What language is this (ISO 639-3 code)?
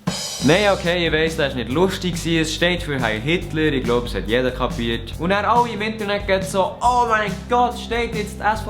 gsw